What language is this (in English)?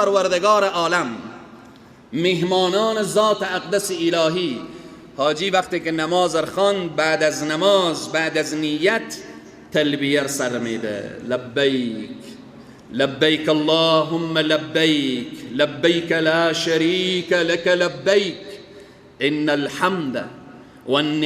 Persian